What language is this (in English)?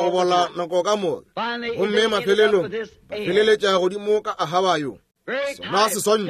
Northern Sotho